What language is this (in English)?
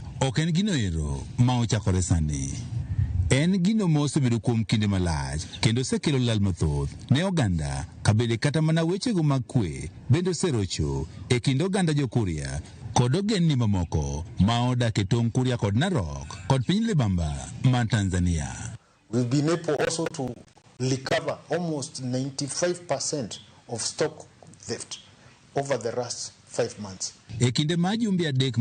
Luo (Kenya and Tanzania)